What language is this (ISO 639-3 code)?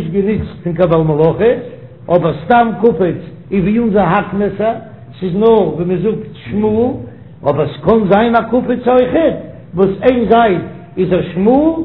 yid